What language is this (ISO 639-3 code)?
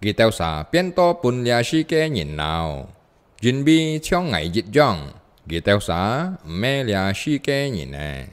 hak